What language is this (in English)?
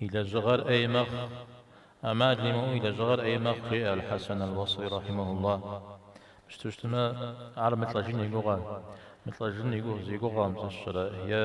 Kabardian